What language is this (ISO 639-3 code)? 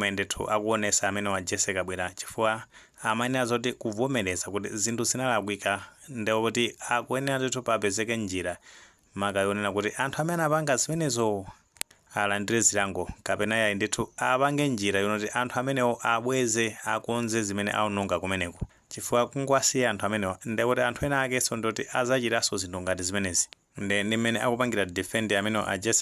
nya